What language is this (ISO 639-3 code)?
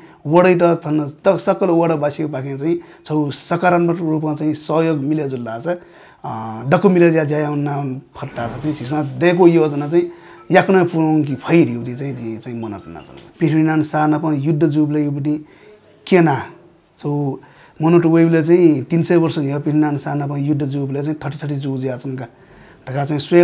new